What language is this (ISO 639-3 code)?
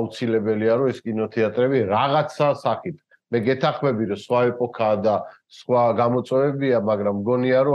kat